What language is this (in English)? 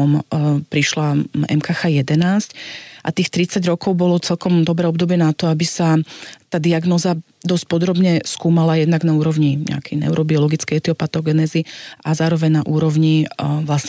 Slovak